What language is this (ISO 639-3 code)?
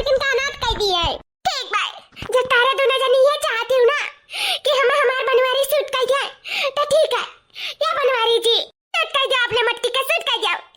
awa